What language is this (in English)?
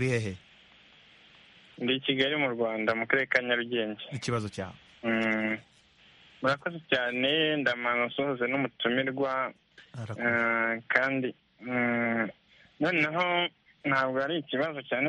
Kinyarwanda